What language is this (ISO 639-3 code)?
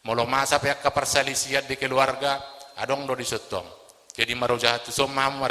bbc